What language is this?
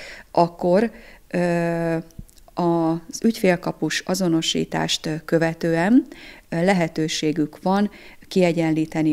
Hungarian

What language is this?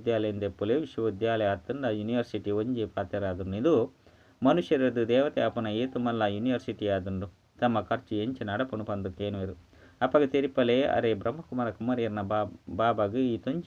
Tulu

